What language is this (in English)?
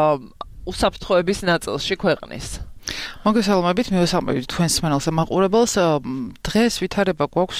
Georgian